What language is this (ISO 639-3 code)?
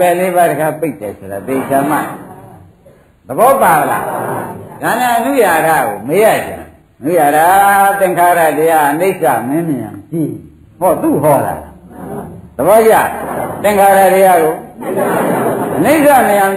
mya